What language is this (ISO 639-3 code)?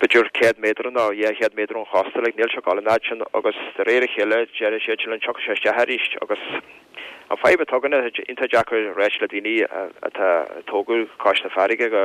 gle